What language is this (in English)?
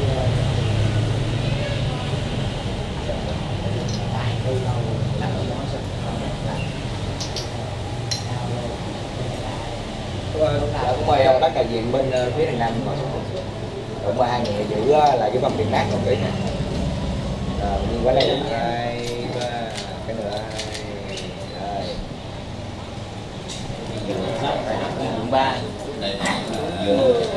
Vietnamese